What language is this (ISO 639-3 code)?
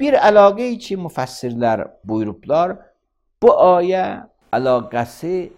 aze